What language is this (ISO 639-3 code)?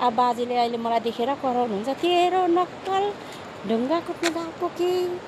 nep